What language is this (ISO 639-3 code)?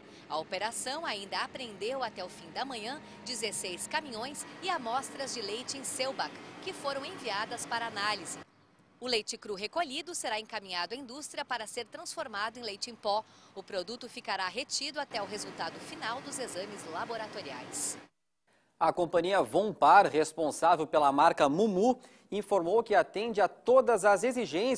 por